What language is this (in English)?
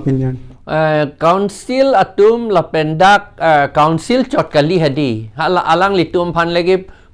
Karbi